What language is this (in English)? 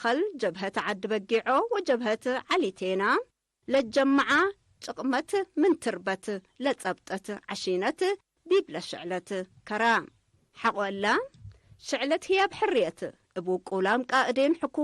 Tigre